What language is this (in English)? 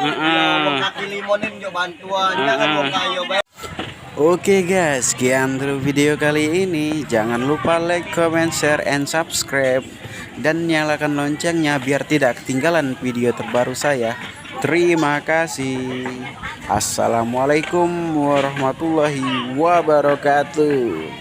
Musi